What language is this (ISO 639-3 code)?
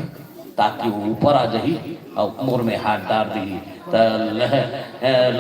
hne